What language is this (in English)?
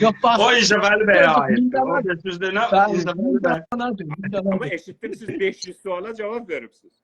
South Azerbaijani